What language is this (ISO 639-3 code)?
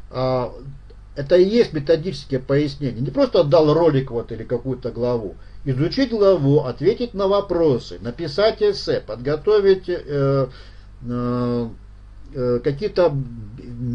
rus